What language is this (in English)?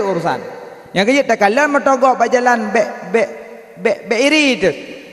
Achinese